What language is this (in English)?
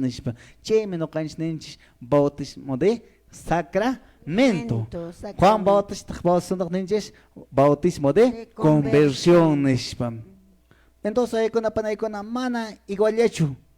Quechua